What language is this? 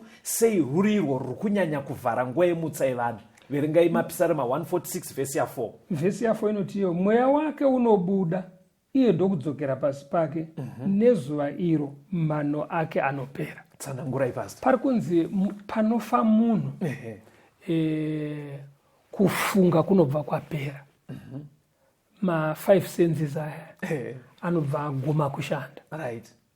Shona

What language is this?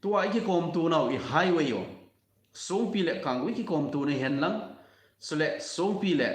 Thado Chin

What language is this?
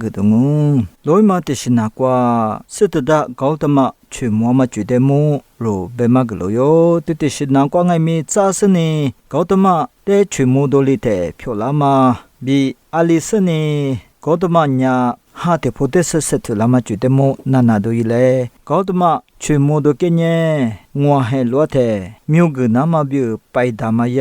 Lisu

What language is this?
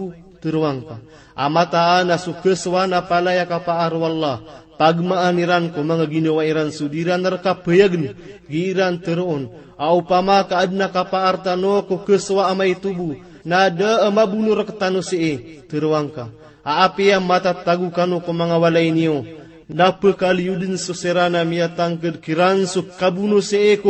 Maranao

